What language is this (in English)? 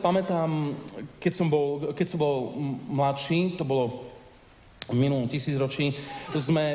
Slovak